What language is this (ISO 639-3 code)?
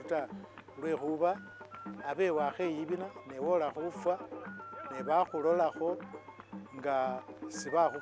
myx